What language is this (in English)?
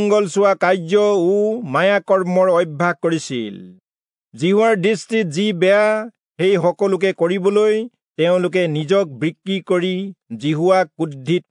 Assamese